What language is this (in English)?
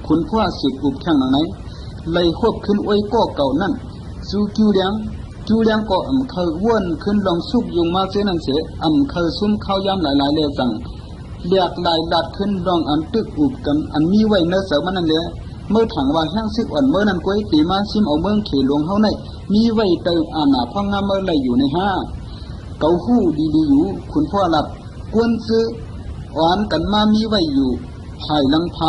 Shan